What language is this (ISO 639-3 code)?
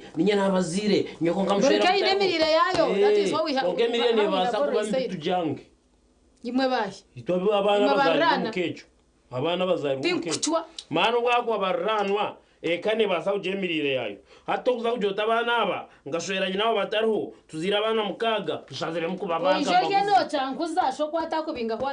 nyn